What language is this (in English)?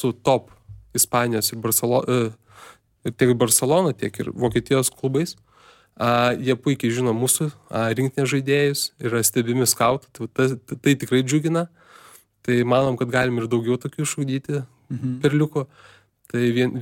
Lithuanian